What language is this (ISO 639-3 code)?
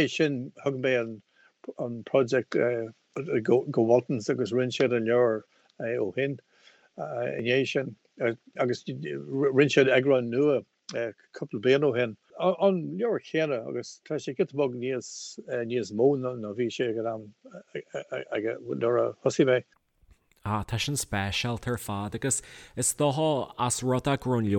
gle